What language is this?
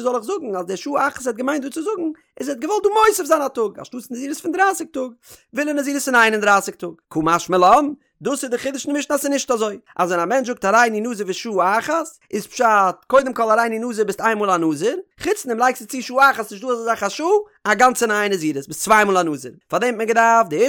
Yiddish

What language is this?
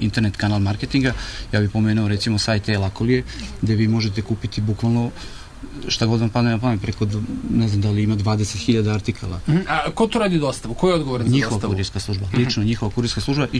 Serbian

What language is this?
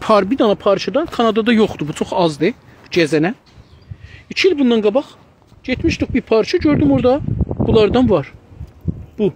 South Azerbaijani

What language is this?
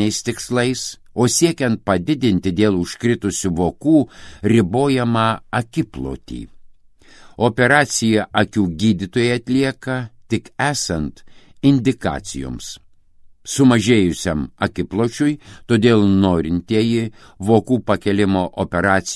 Lithuanian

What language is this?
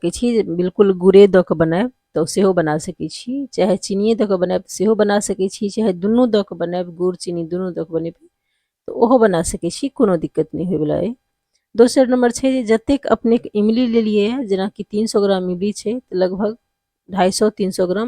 Maithili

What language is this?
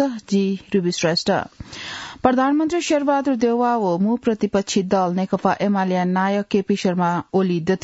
Newari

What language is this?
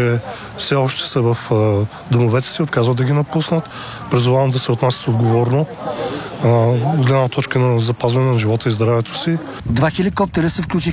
Bulgarian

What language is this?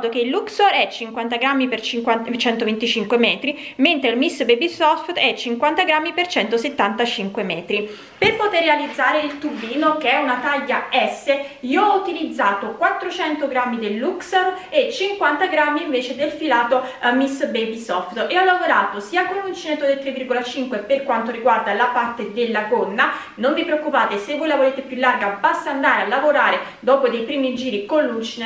Italian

